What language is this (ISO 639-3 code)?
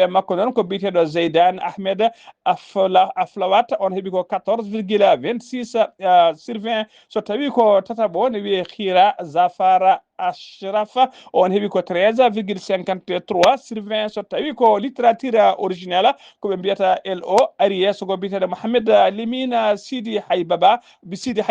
ful